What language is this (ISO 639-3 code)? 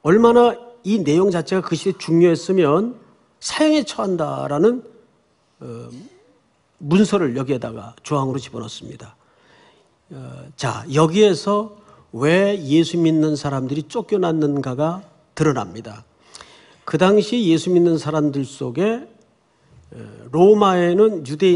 kor